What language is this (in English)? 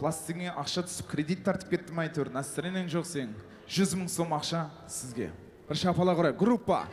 Kara-Kalpak